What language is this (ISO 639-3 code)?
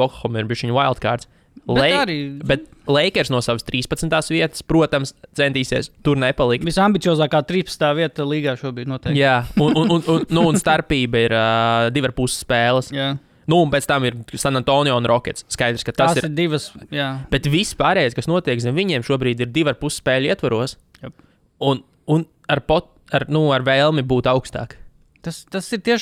lav